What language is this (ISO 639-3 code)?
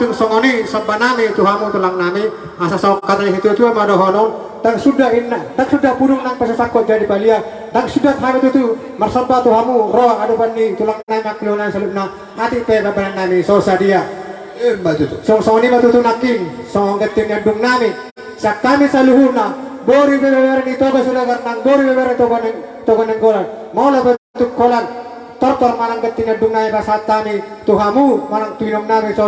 bbc